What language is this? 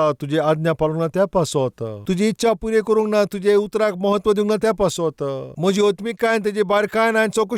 Konkani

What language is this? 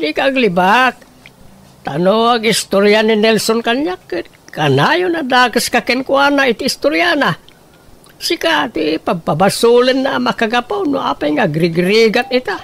Iloko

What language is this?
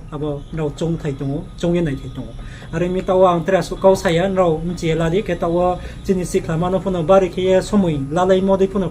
Riang (India)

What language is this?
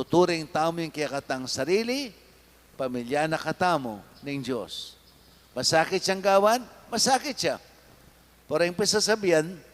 Pampanga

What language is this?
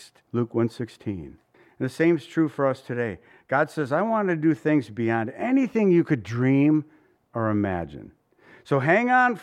English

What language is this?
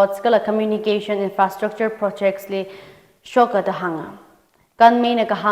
Tangkhul Naga (India)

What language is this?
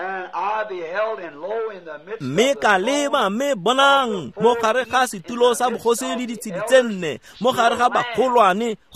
Tswana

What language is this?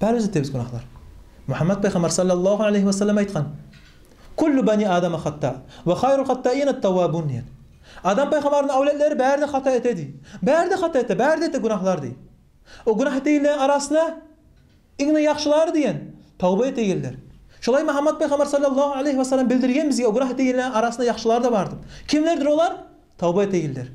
Kumyk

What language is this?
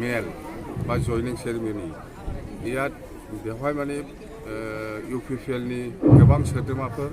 Bodo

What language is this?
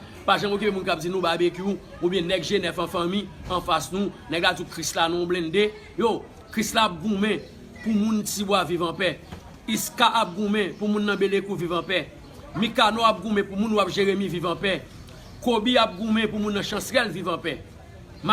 Haitian Creole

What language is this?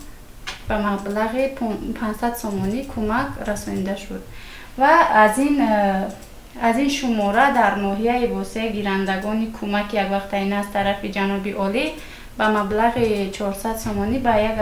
Tajik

